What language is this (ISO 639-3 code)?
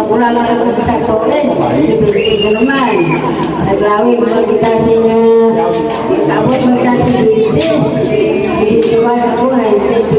hil